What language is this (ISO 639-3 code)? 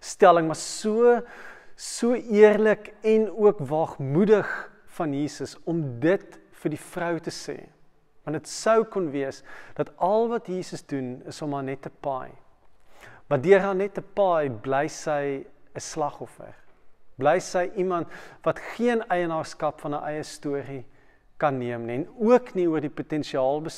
afr